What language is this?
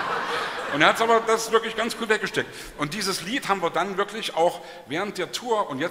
German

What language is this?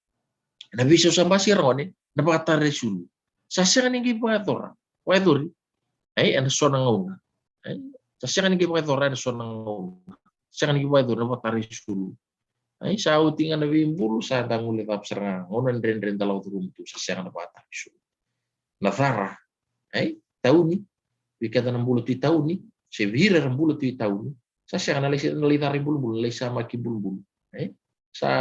Fijian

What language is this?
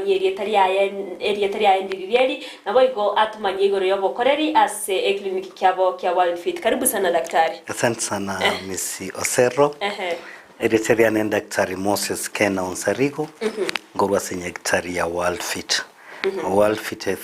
Gusii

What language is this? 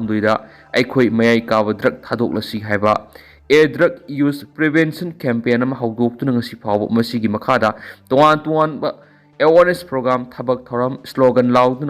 Manipuri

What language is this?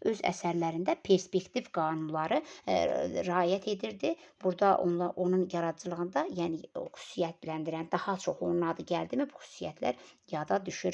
Azerbaijani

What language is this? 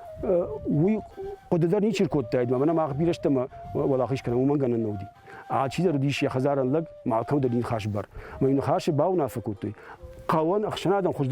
Ossetic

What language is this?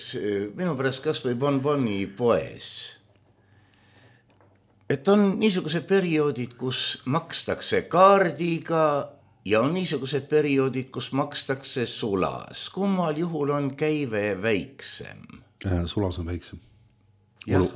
Estonian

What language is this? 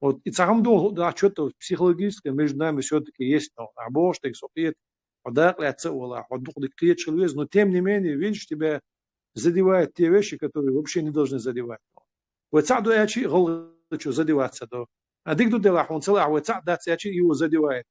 Chechen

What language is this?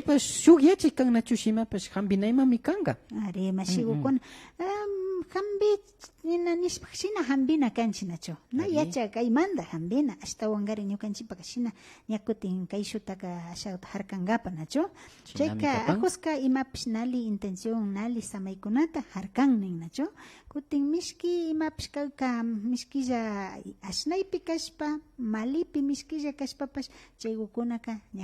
Imbabura Highland Quichua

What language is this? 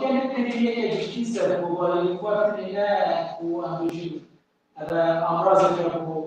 Kurdish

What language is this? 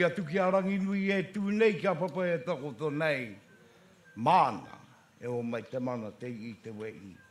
Māori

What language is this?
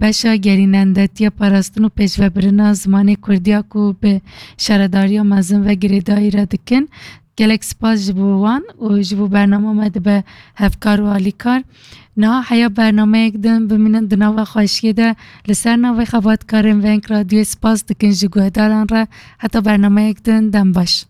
Kurdish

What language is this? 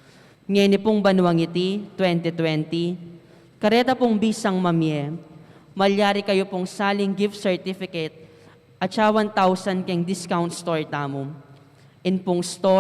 Pampanga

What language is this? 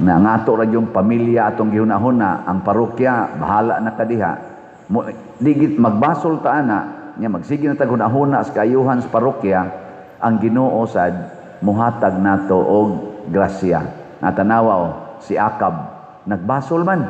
Cebuano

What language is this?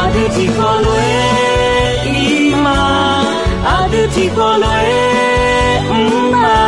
Akha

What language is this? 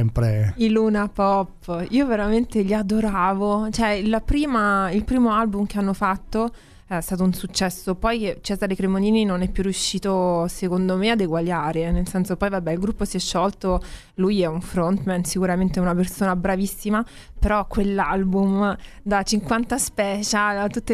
Italian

